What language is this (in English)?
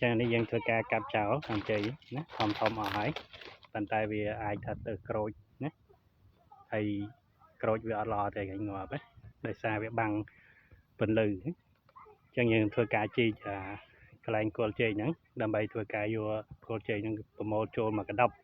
Khmer